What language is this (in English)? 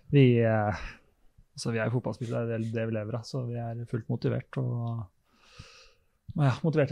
Norwegian